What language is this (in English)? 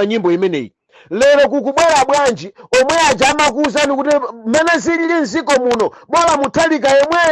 Nyanja